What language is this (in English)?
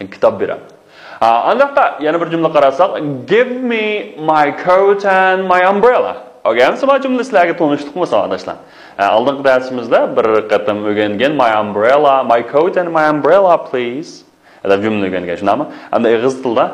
Uyghur